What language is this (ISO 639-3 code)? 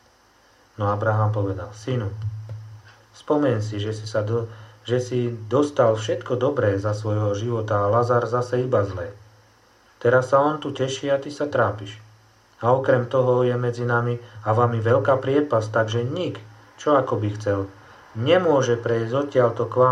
slk